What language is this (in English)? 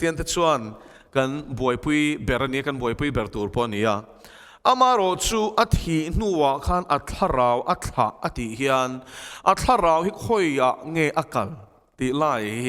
Mizo